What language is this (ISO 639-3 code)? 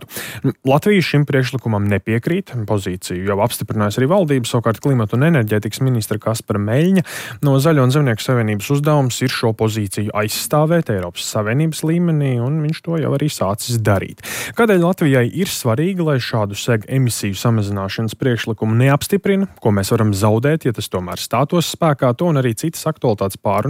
lav